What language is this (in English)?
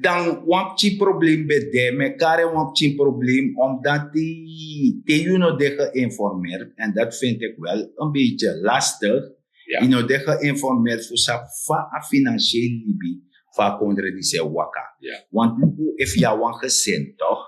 Sranan Tongo